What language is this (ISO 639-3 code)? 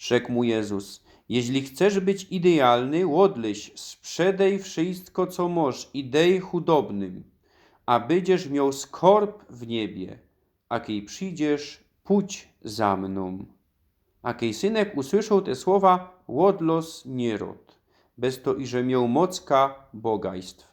szl